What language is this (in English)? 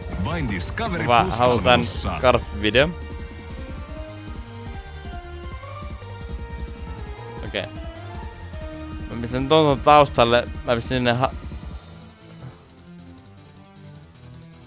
Finnish